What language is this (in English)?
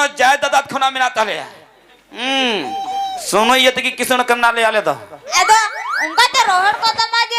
Santali